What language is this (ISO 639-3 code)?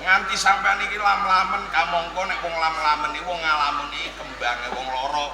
jav